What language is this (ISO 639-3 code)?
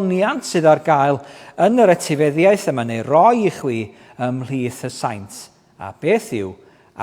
cym